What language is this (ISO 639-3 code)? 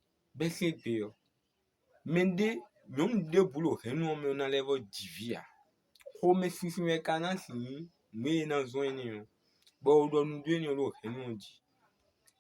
fon